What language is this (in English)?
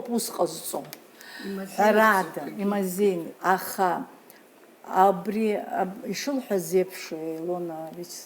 Abkhazian